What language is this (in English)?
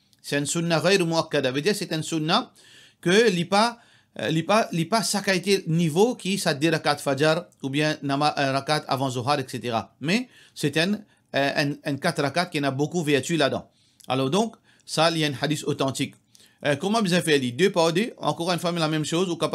Morisyen